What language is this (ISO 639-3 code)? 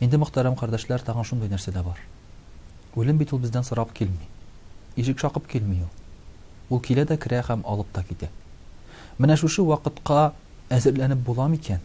tat